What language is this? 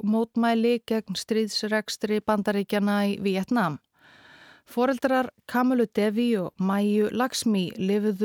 Icelandic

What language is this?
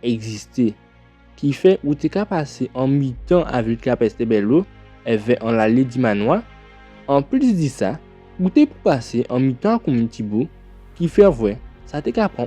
Guadeloupean Creole French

